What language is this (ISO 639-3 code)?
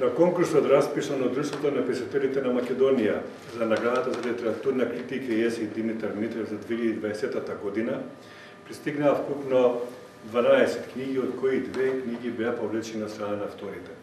mkd